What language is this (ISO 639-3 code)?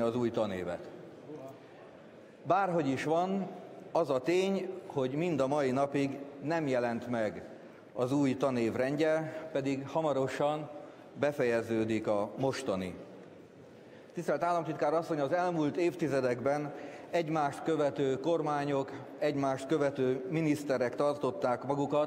hun